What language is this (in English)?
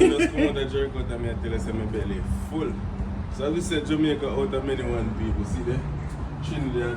Jamaican Creole English